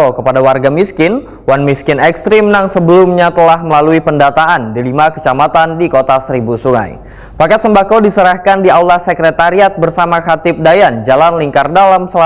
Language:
Banjar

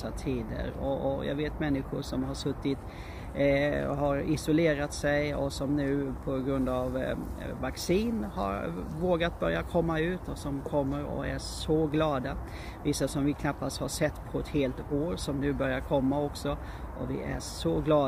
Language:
Swedish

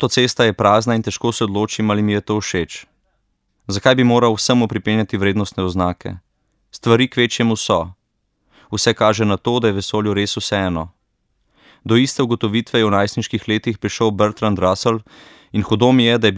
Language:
Slovenian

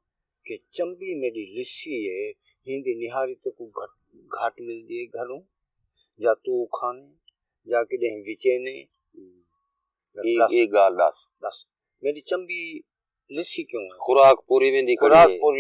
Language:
Saraiki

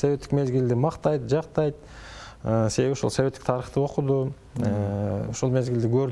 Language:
Kyrgyz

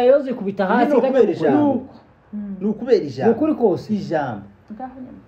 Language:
Kinyarwanda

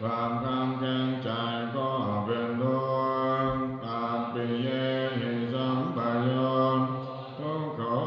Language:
Pali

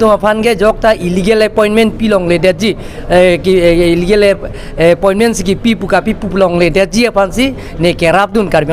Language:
Karbi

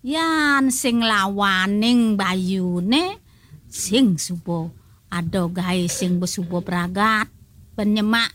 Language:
Balinese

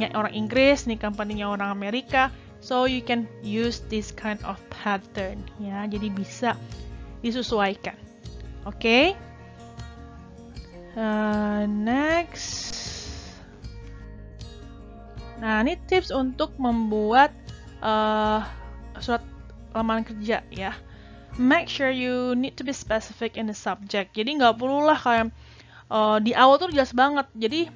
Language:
Indonesian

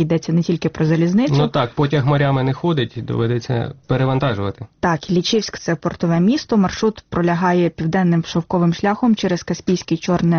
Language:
Ukrainian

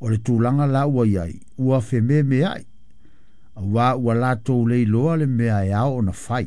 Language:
Samoan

